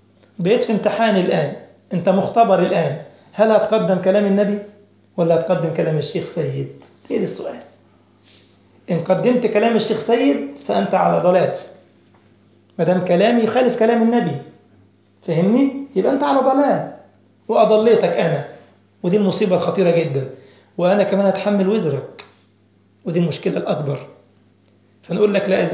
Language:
Egyptian Arabic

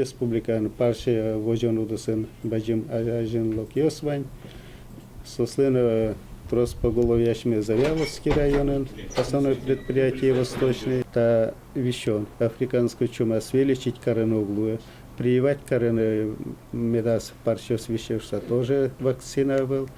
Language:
Udmurt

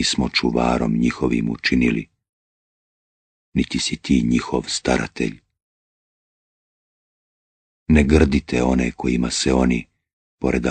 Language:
Bosnian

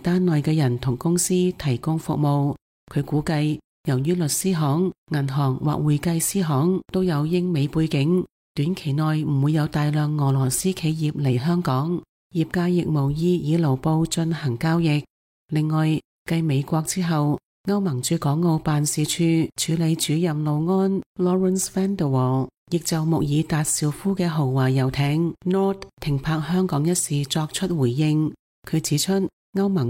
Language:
Cantonese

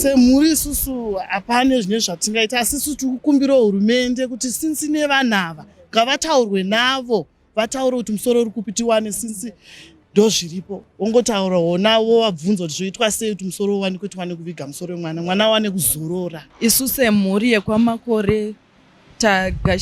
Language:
Shona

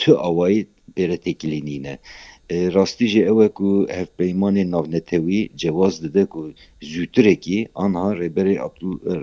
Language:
Kurdish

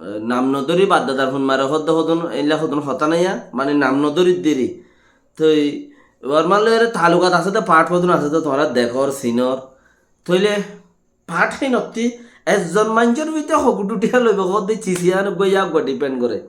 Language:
Rohingya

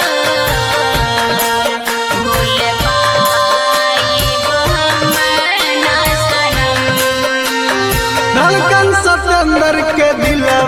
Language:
Bhojpuri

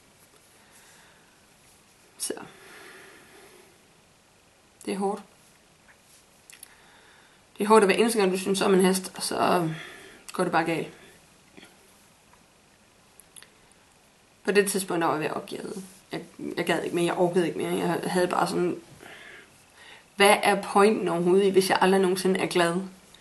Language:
Danish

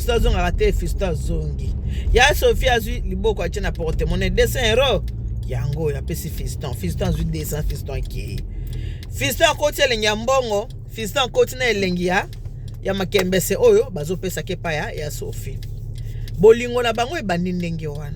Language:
Lingala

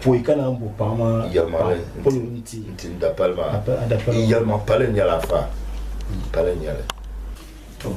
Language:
Dagbani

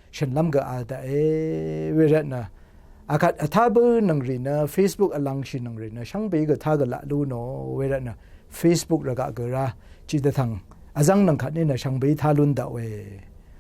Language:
Rawang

